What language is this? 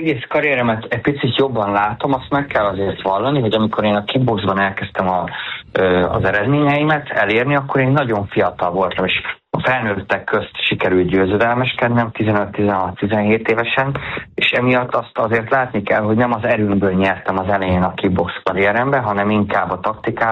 Hungarian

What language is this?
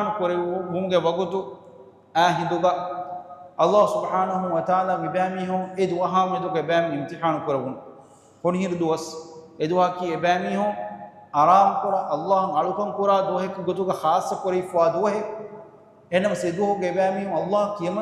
Divehi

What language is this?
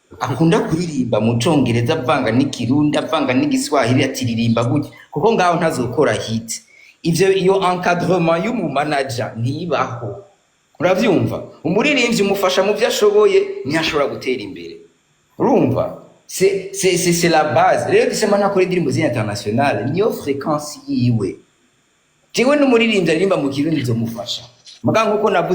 Rundi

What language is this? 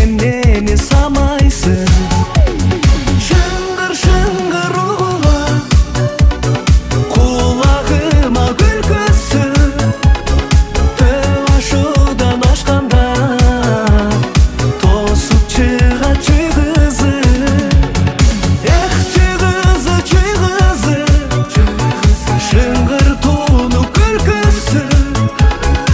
Kazakh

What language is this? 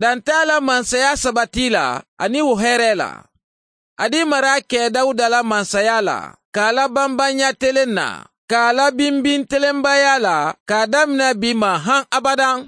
Bambara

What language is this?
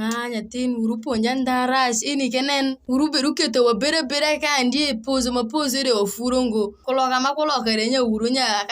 Alur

